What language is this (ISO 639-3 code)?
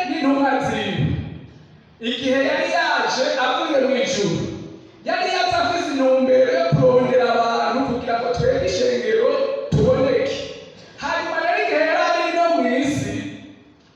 run